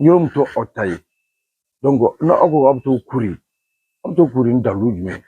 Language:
Bambara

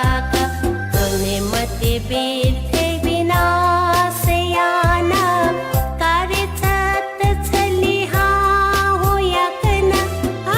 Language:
Newari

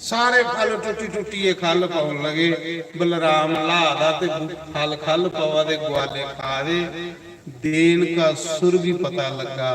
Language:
Dogri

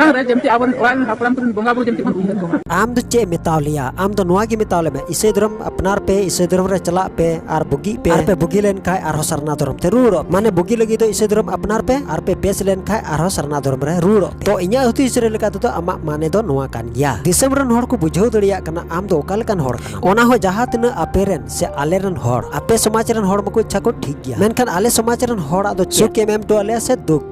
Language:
Santali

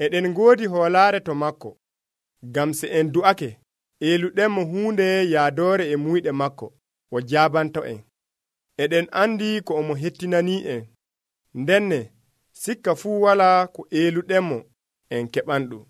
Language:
Nigerian Fulfulde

